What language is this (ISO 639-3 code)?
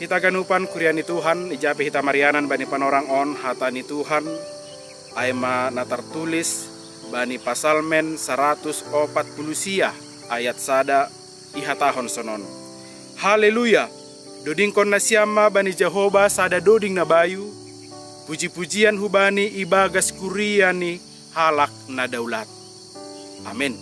bts